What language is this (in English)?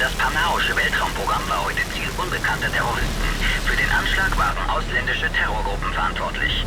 Bavarian